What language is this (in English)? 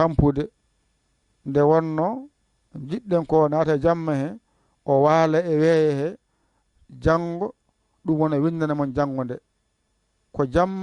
Fula